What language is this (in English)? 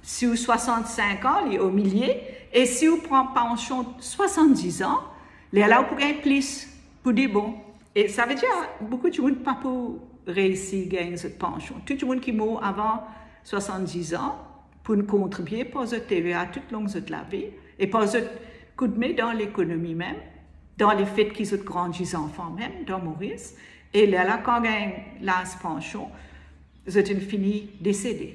Morisyen